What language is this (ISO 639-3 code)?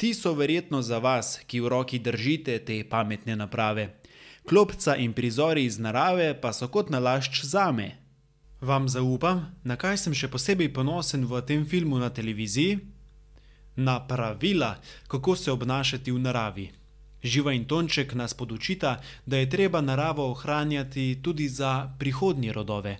slv